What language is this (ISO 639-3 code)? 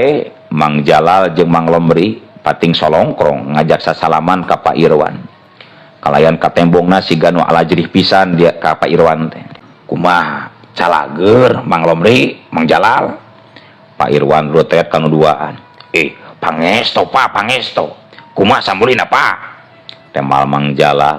sun